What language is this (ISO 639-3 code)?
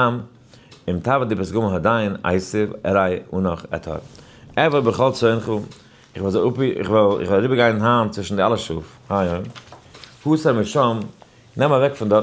yid